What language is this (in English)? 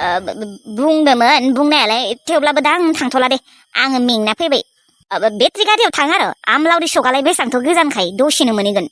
Bodo